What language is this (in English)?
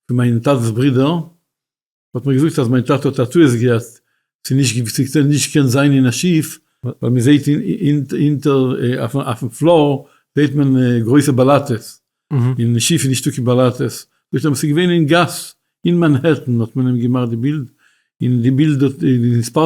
Yiddish